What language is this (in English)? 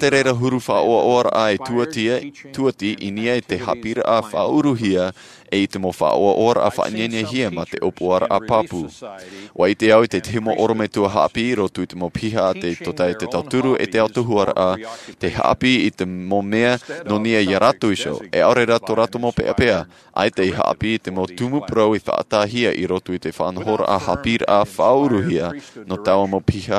Tahitian